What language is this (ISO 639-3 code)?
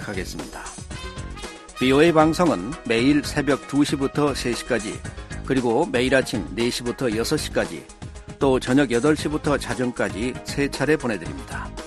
kor